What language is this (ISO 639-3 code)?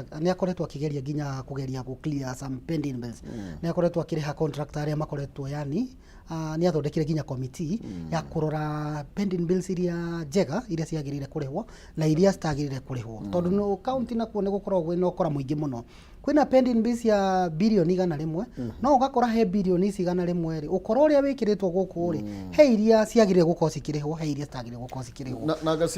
kik